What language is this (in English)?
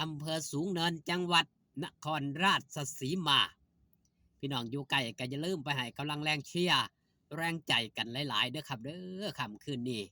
Northeastern Thai